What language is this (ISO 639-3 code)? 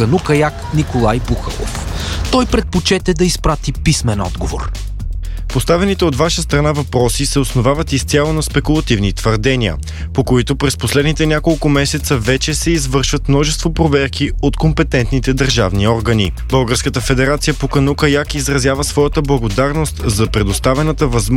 bul